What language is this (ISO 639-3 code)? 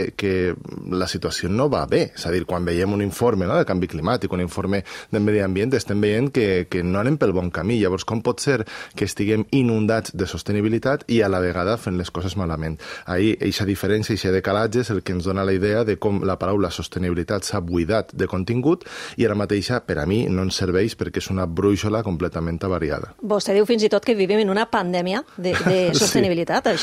cat